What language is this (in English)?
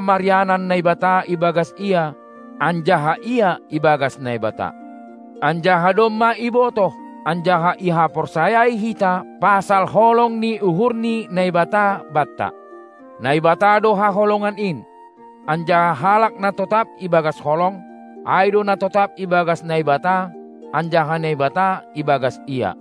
Batak Simalungun